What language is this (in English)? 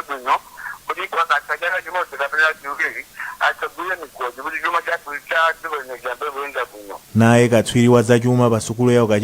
Nyanja